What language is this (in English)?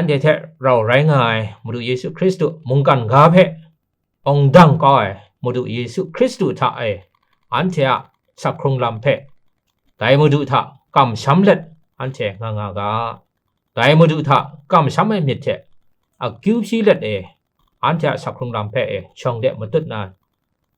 Kachin